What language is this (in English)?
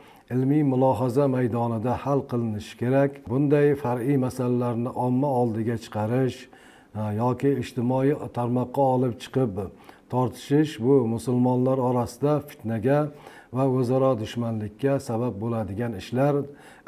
Uzbek